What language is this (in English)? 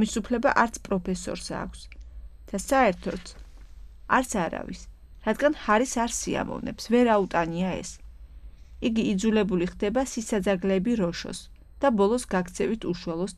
Georgian